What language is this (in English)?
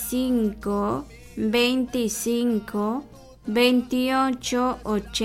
Kekchí